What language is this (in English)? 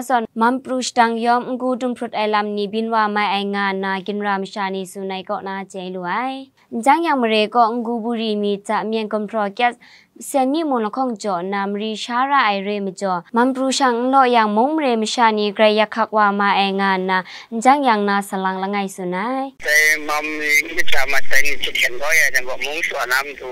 Kachin